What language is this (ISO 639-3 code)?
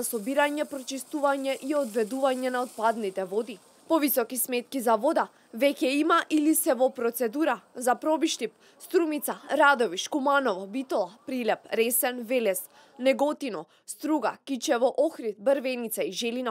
mkd